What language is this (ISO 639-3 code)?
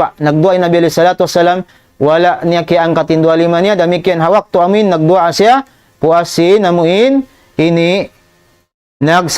tsg